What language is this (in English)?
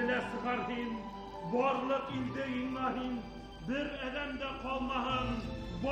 Bashkir